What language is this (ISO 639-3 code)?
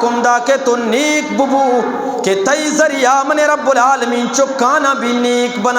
bgp